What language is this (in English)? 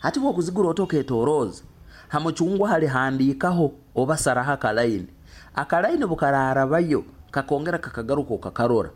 Nyoro